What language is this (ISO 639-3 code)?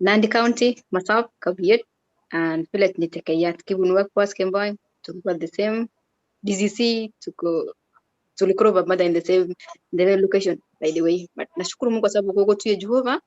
kln